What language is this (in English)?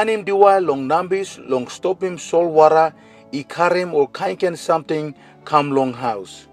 Tok Pisin